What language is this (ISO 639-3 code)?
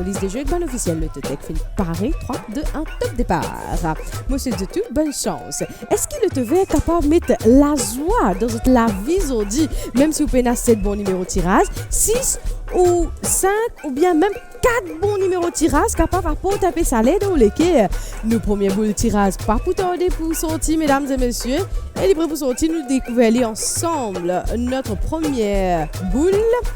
mfe